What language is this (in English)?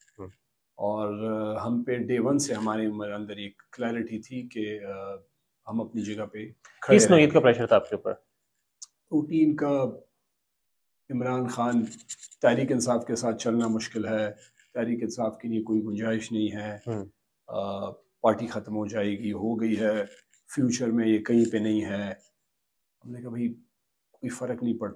Urdu